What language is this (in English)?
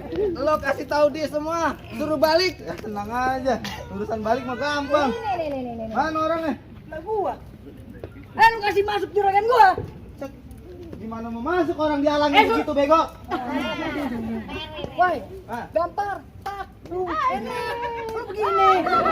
Betawi